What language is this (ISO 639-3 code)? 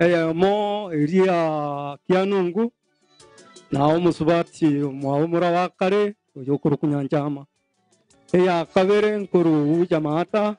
guz